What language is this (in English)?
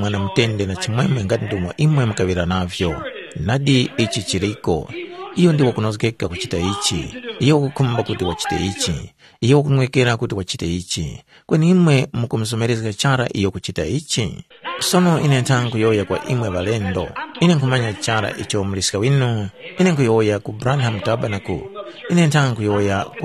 Tumbuka